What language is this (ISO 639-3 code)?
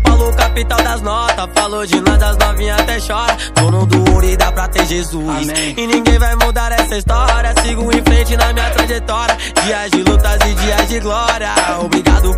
por